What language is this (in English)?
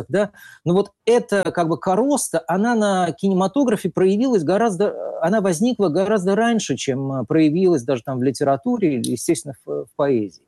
Russian